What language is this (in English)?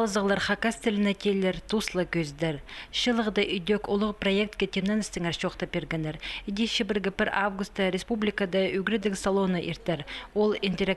Khakas